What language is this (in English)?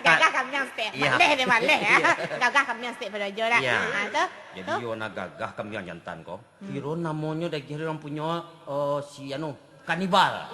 Minangkabau